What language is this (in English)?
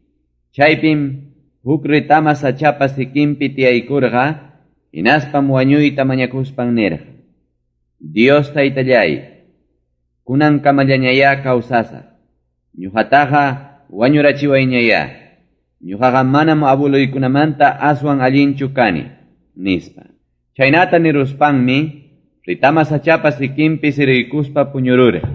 Ayacucho Quechua